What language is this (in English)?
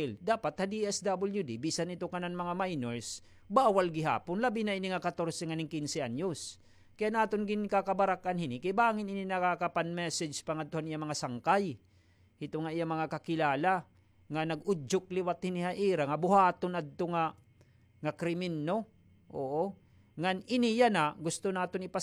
Waray